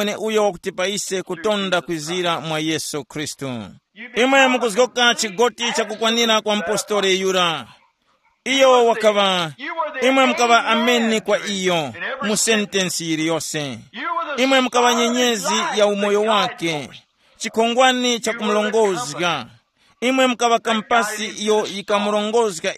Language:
Tumbuka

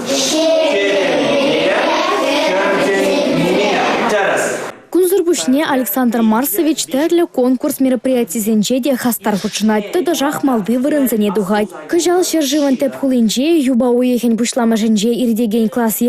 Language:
Chuvash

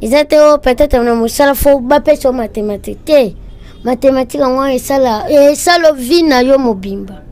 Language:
Lingala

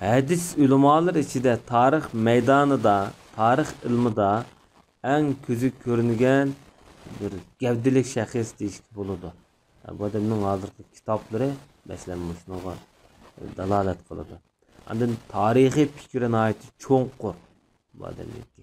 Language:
Uyghur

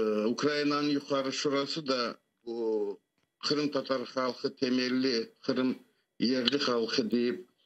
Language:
Crimean Tatar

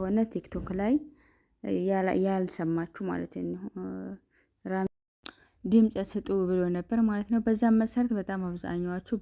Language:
Amharic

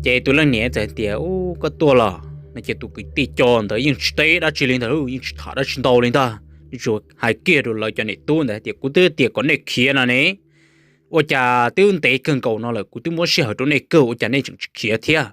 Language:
Hmong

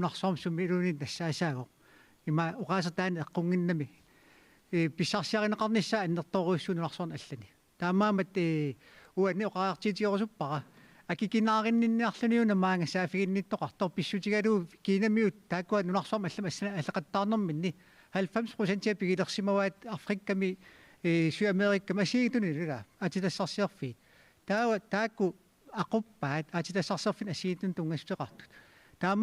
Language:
Kalaallisut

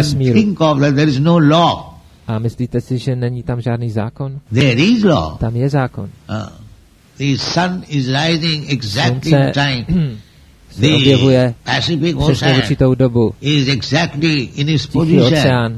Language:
Czech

